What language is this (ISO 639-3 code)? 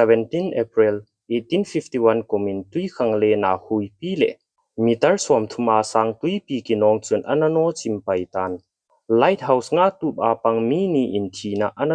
tcz